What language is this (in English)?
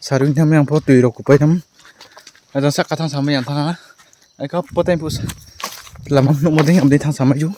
Riang (India)